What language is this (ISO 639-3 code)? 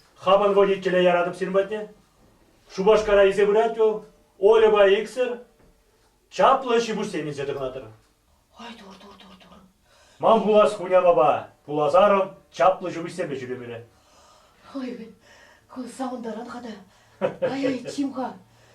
chv